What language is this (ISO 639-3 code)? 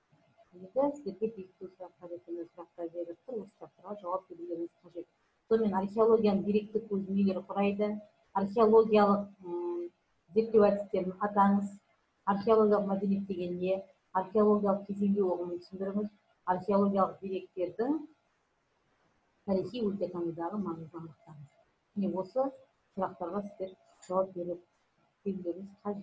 kaz